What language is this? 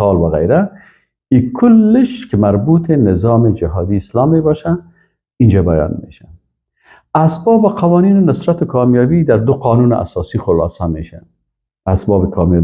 Persian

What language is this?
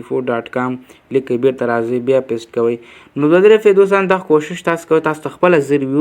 Pashto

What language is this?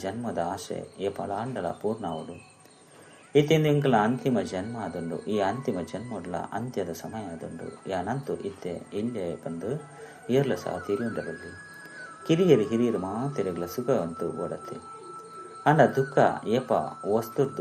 Tulu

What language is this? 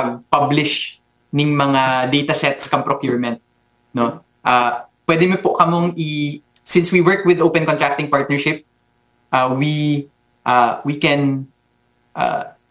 Bikol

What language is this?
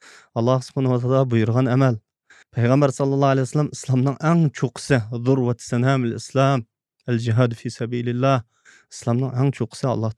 Uyghur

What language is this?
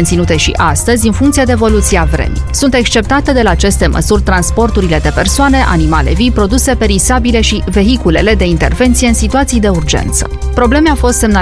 Romanian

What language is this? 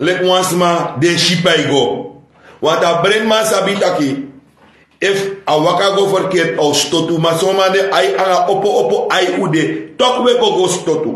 Sranan Tongo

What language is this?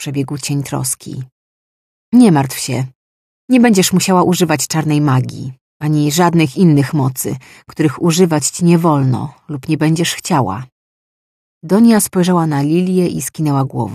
Polish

